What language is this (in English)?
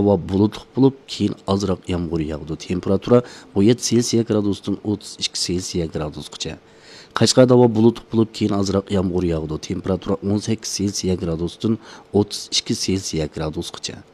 Uyghur